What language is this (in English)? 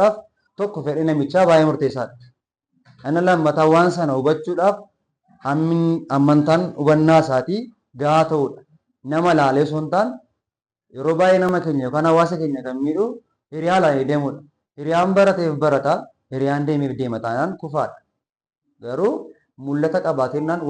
Oromo